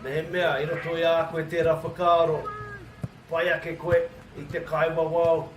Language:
Māori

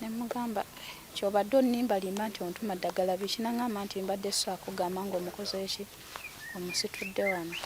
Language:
Ganda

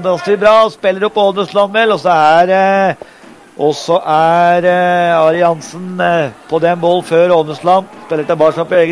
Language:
Norwegian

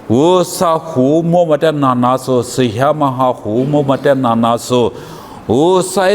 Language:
Lisu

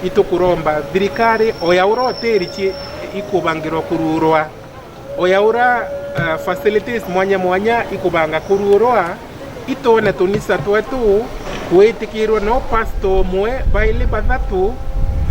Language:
Meru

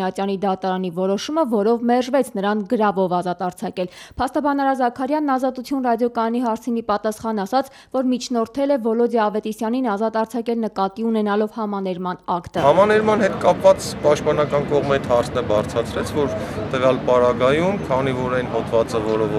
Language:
Armenian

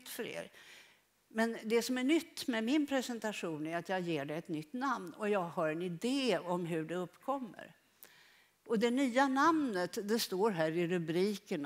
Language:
Swedish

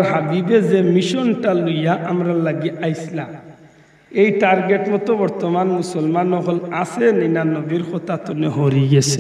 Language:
Sylheti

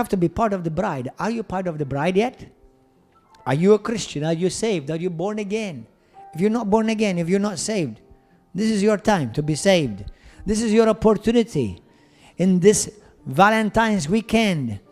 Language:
English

